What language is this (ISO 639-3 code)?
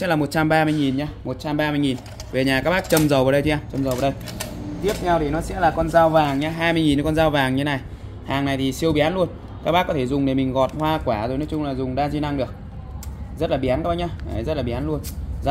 vie